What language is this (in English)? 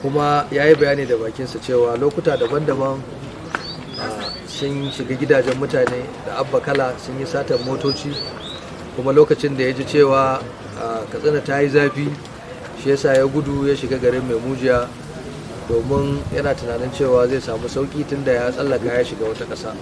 Hausa